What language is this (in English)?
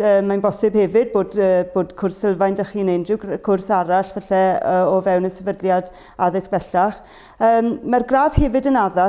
Welsh